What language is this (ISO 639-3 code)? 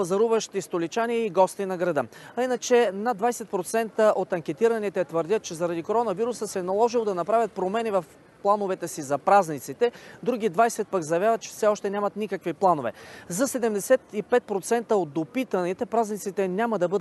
bul